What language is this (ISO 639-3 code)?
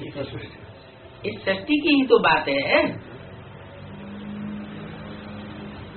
hin